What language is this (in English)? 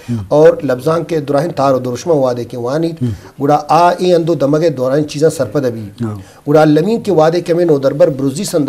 Eastern Balochi